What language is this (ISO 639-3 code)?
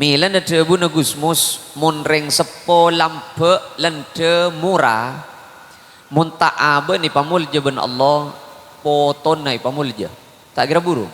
mad